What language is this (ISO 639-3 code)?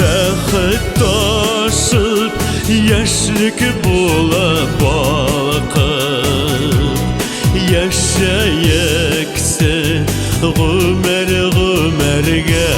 bak